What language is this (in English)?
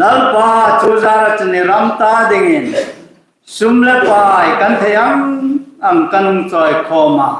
Hmar